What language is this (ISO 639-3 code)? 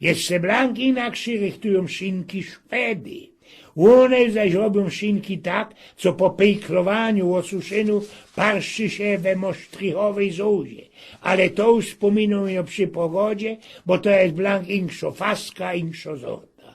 szl